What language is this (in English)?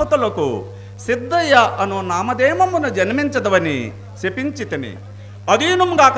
Telugu